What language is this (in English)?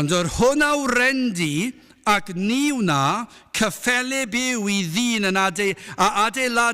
Welsh